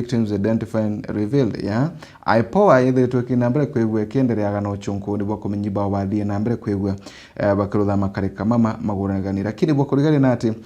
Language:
Meru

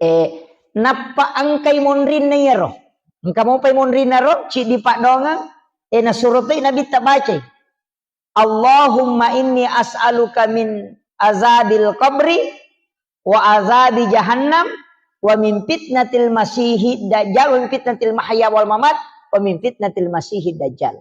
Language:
Buginese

